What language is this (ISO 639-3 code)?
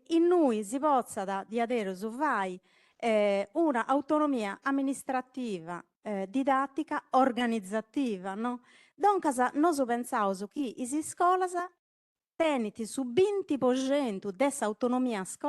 srd